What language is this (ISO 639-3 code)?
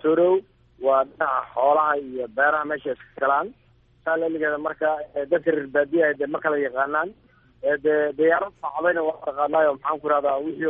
som